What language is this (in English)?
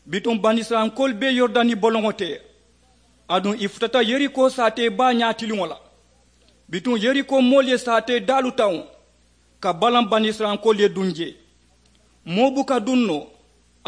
Mandingo